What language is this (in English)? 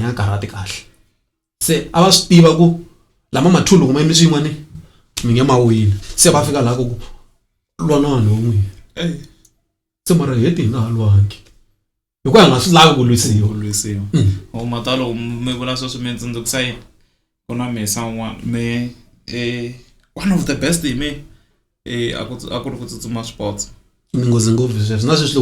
Tsonga